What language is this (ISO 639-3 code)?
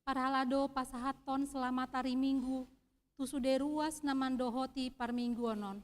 bbc